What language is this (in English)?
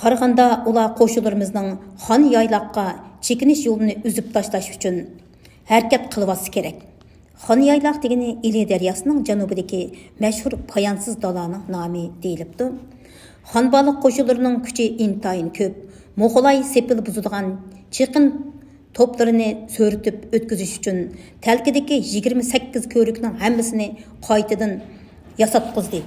Uyghur